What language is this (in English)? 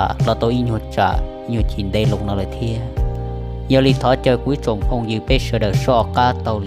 Hmong